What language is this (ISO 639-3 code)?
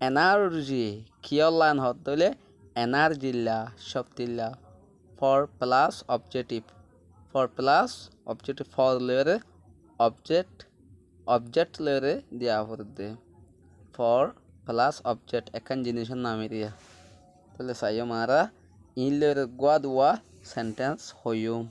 rhg